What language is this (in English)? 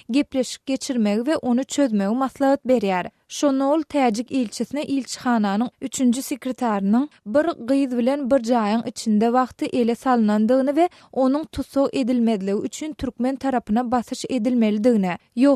Turkmen